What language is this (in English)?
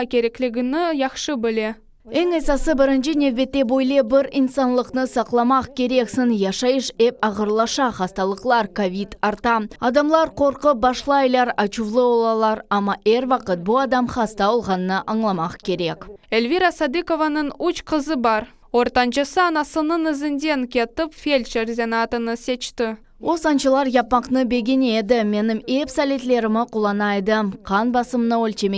Crimean Tatar